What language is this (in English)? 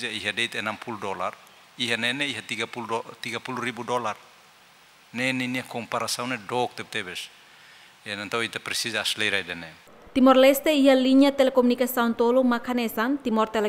Tetum